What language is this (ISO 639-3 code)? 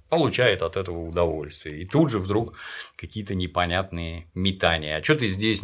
rus